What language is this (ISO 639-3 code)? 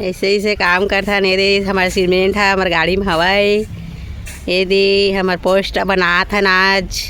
hne